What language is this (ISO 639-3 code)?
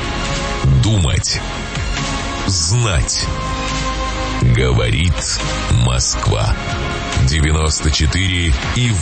rus